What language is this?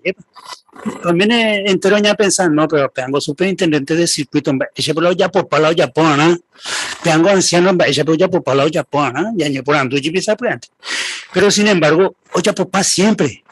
Guarani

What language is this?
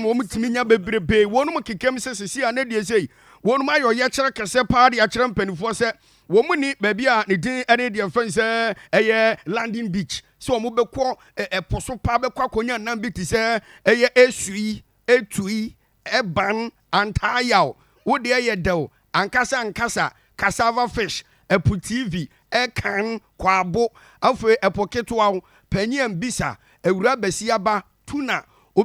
Akan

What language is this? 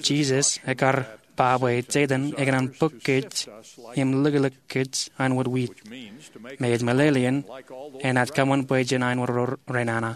Marshallese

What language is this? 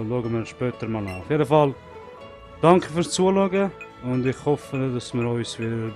Swiss German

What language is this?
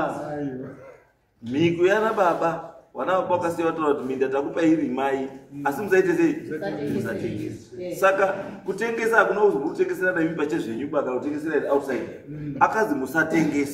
Shona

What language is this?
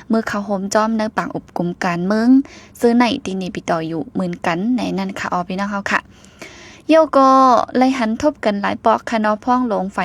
Shan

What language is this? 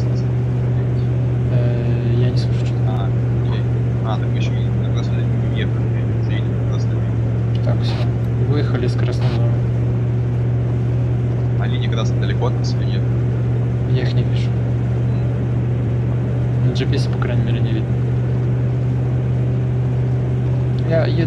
Russian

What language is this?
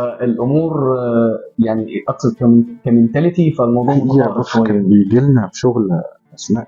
Egyptian Arabic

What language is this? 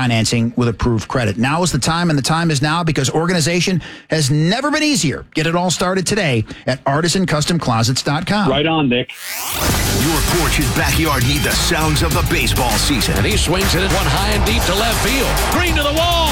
English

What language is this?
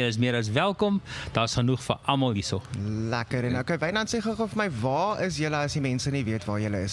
Afrikaans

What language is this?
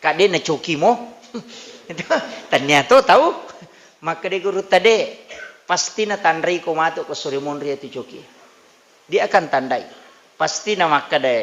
Buginese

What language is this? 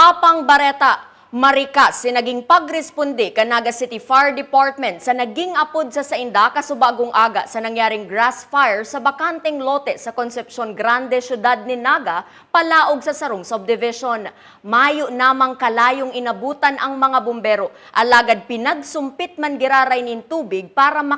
Bikol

